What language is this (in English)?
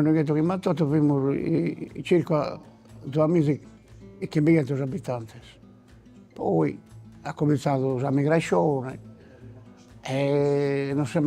Sardinian